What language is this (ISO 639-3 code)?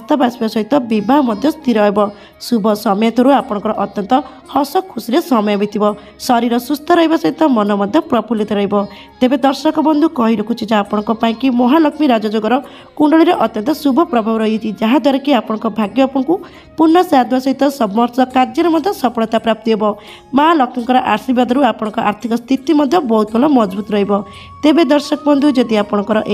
ori